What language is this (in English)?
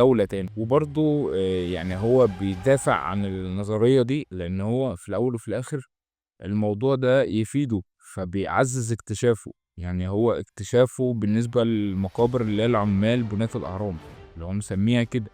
Egyptian Arabic